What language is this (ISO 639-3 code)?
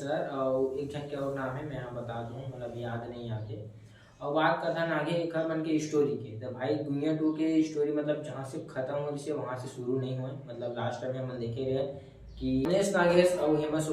hne